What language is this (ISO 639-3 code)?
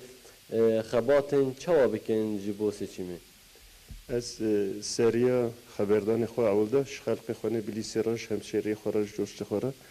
kur